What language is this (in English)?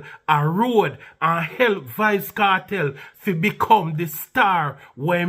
Jamaican Creole English